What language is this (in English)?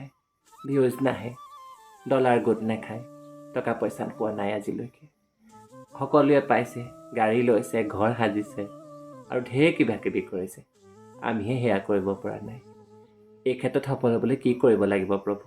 Assamese